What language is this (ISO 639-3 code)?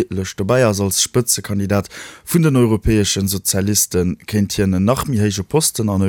ltz